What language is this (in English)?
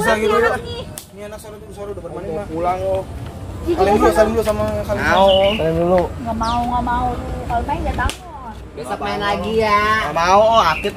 Betawi